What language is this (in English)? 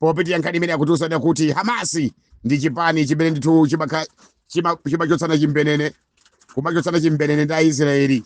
Nyanja